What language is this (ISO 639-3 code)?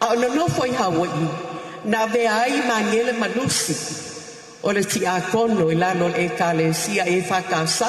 smo